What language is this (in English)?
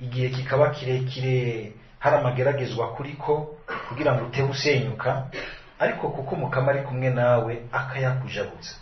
Rundi